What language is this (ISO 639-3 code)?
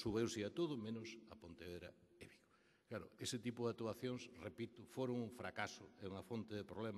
glg